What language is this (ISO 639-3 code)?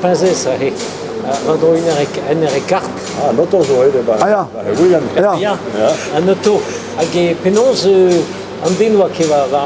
bre